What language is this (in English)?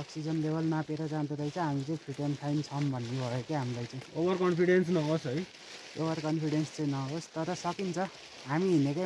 Nepali